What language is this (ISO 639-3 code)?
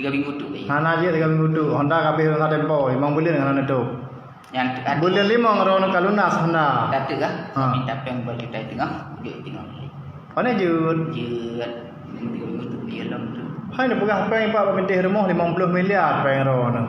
ace